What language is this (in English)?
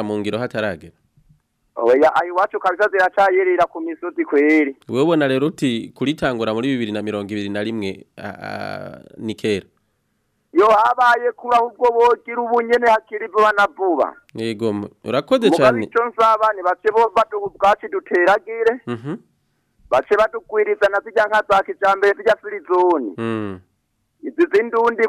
Rundi